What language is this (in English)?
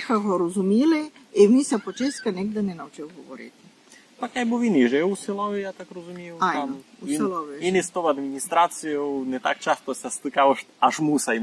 Rusyn